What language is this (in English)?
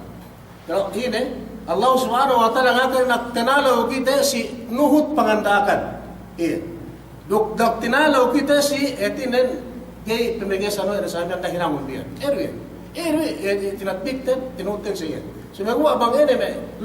Yakan